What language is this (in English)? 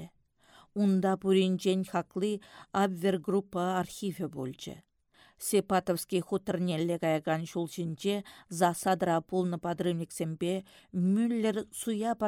Chuvash